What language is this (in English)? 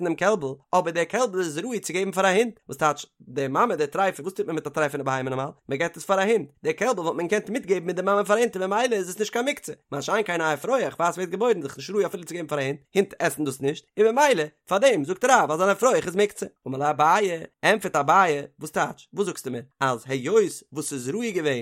Yiddish